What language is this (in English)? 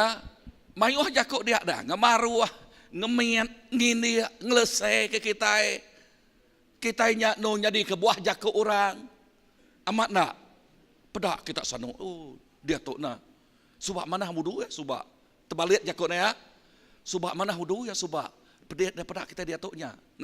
Iban